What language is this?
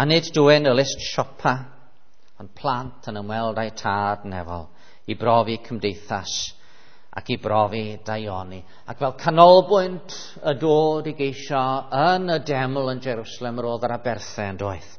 Welsh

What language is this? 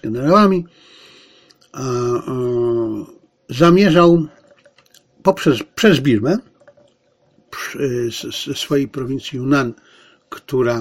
Polish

